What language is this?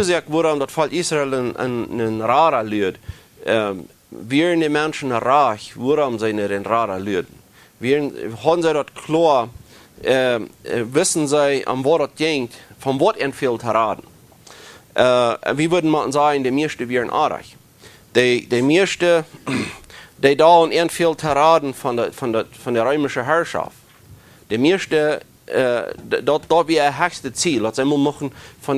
Plautdietsch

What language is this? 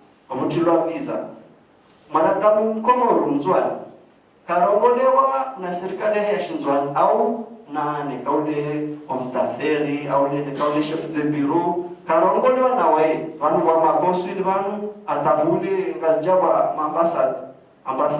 Ngazidja Comorian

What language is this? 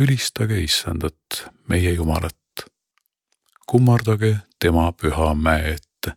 Estonian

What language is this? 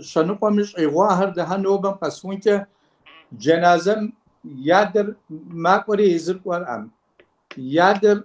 Kabardian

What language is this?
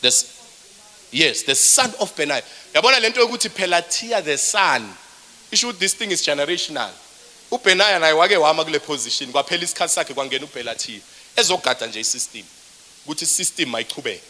Zulu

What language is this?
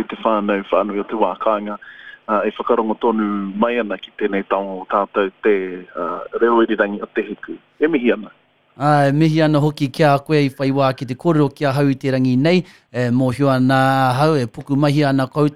Māori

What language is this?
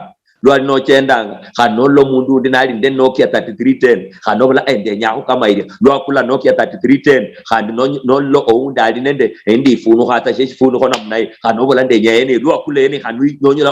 Luyia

